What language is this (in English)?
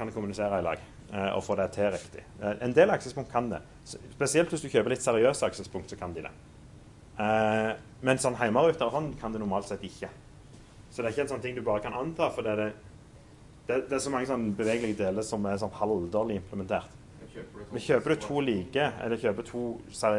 Norwegian